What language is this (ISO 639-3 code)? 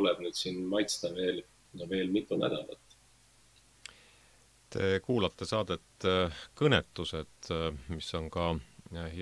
est